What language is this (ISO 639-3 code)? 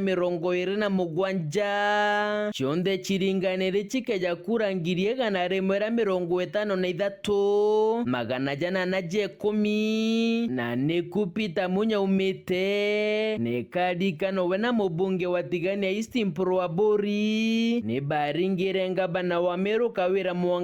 mer